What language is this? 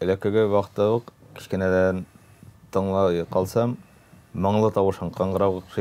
Tatar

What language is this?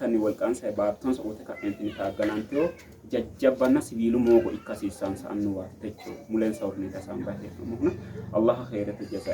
Sidamo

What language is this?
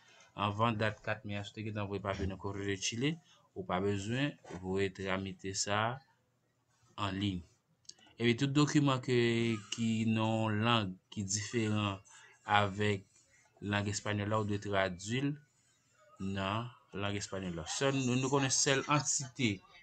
Haitian Creole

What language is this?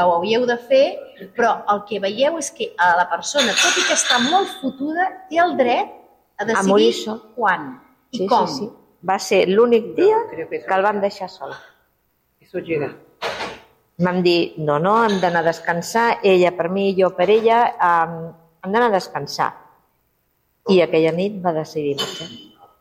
Catalan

